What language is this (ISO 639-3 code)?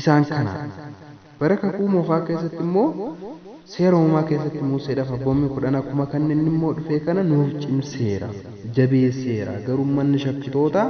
orm